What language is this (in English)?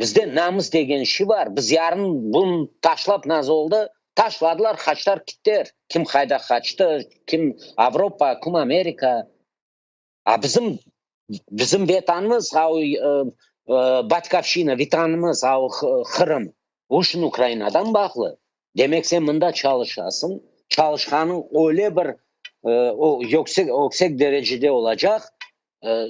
Crimean Tatar